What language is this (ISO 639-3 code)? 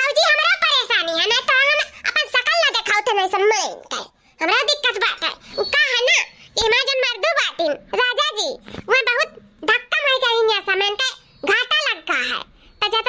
awa